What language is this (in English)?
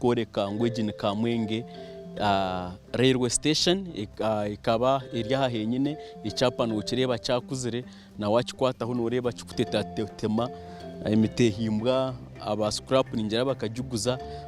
Nyankole